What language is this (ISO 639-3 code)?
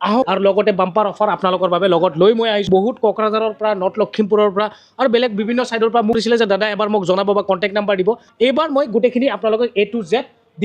asm